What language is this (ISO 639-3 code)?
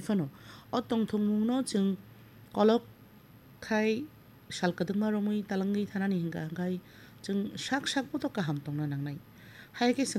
trp